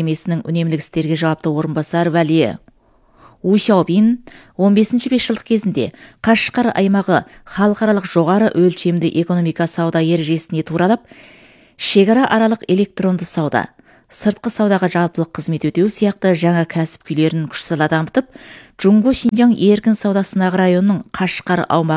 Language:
Kazakh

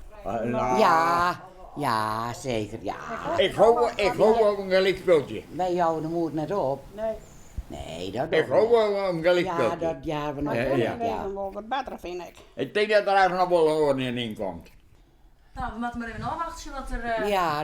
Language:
Western Frisian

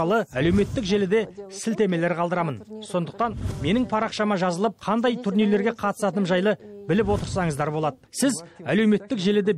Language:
Kazakh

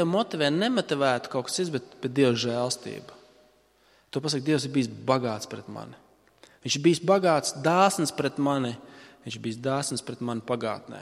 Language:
Latvian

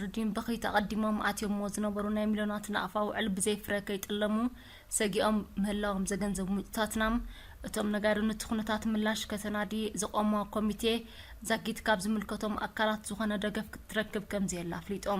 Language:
Tigrinya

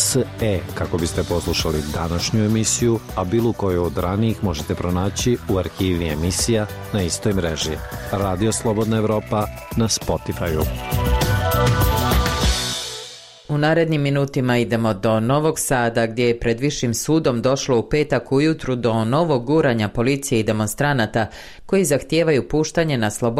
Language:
Bosnian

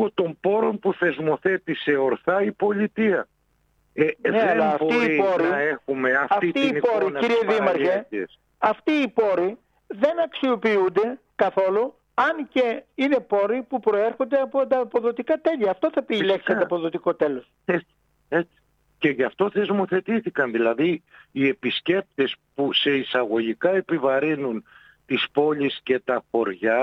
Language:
Greek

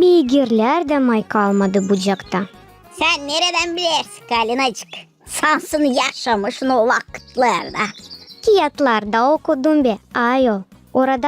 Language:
Gagauz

